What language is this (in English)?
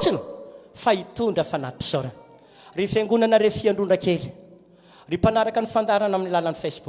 Malagasy